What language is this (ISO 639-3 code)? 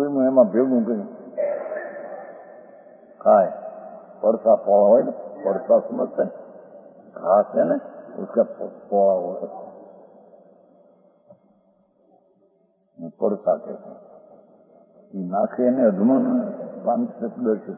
guj